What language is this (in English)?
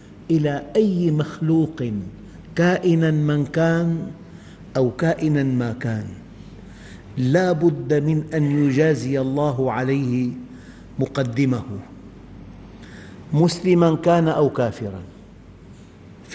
Arabic